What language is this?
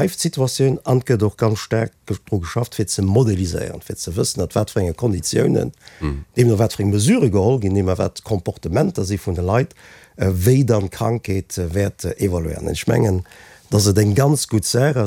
Luxembourgish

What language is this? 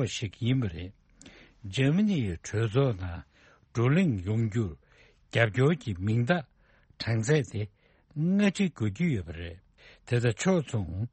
Tibetan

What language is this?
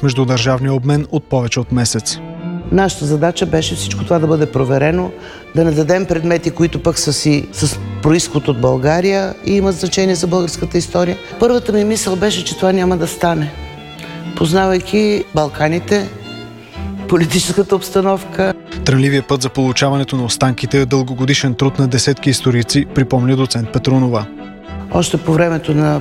Bulgarian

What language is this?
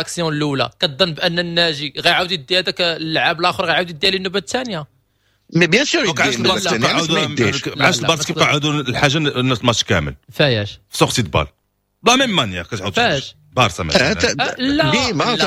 Moroccan Arabic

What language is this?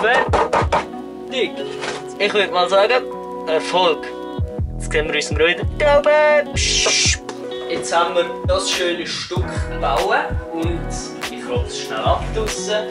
Swiss German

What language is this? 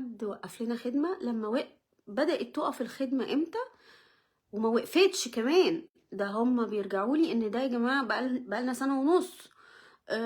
Egyptian Arabic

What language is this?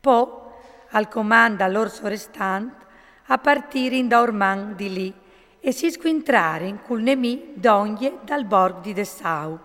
Friulian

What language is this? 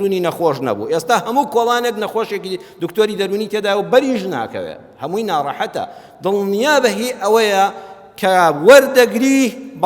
Central Kurdish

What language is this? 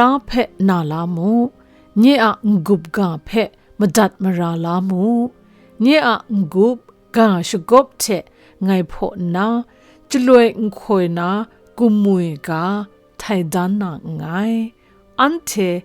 Kachin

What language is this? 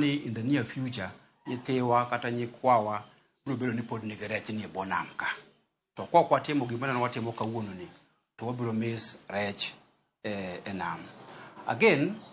Luo (Kenya and Tanzania)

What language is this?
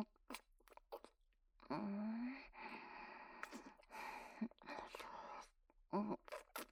Japanese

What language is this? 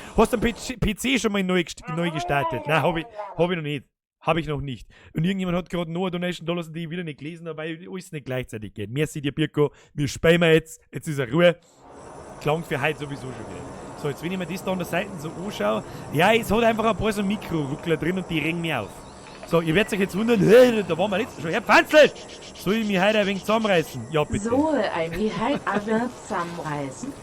Bavarian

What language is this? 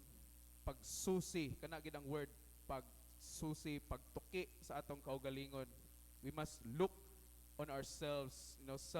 Cebuano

